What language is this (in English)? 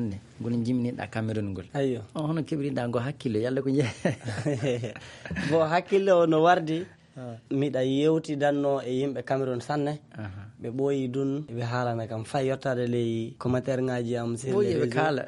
Fula